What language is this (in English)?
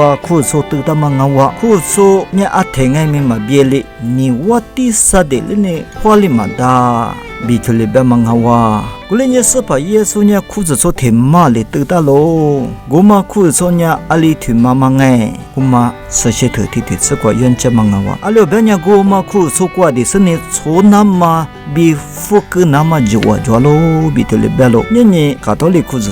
Lisu